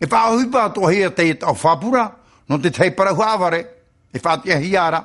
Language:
Tahitian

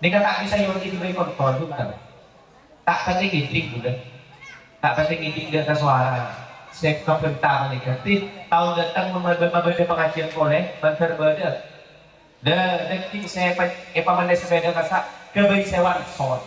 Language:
Madurese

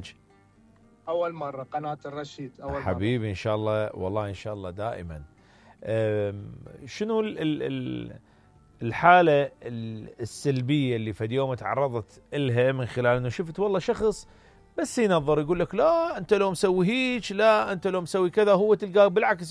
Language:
Mesopotamian Arabic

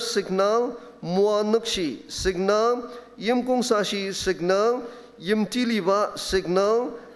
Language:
Ao Naga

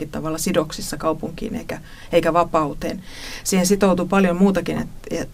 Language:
Finnish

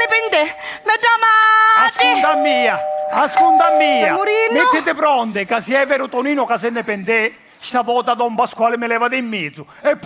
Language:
Sicilian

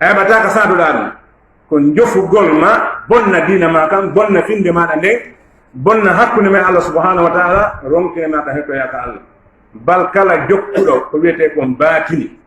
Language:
Fula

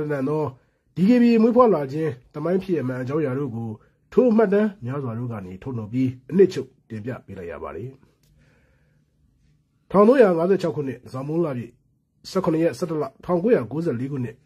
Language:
Burmese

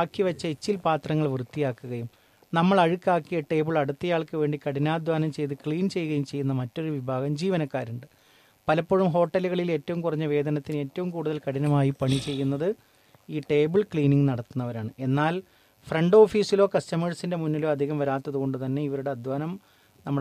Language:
Malayalam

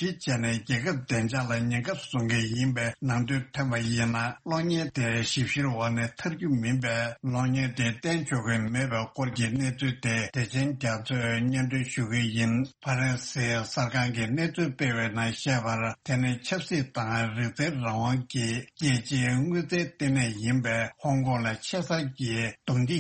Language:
Tibetan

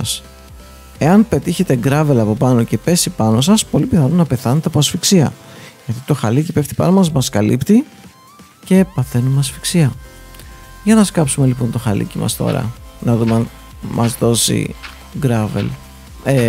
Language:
Greek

